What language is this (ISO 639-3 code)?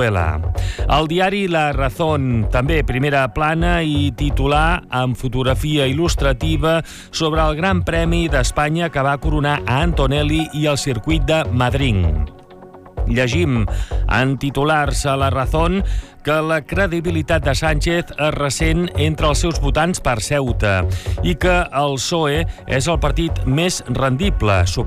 cat